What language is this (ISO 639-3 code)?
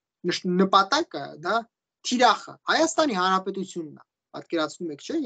hye